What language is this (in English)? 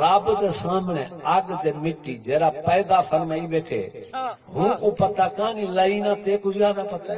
Saraiki